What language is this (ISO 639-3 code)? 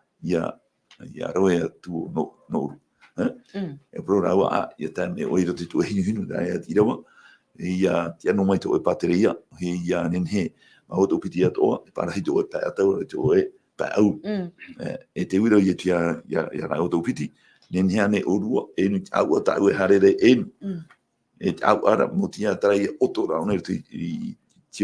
tah